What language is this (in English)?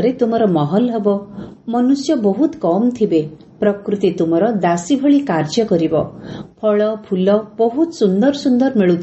Odia